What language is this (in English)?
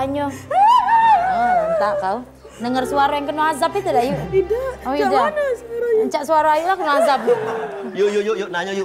Musi